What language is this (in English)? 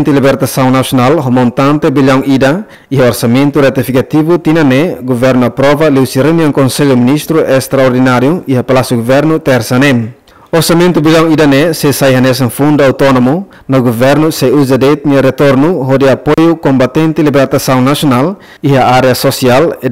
Tetum